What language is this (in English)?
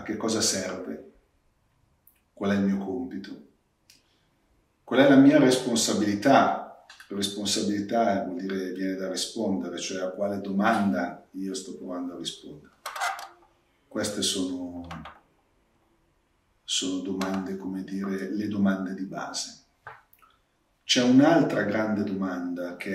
Italian